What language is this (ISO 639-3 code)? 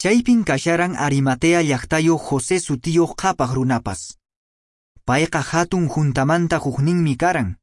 que